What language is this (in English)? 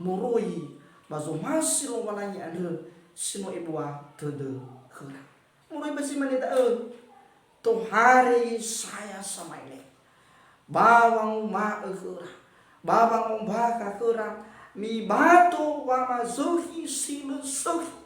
Nias